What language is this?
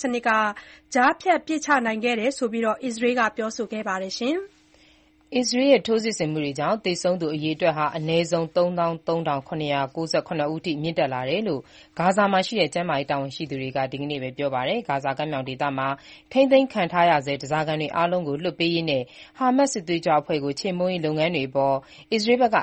Burmese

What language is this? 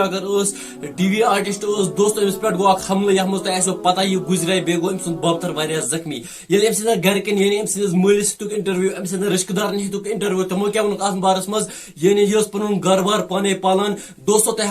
Kashmiri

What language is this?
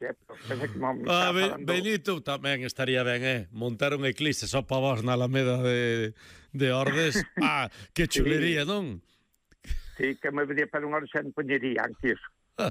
Galician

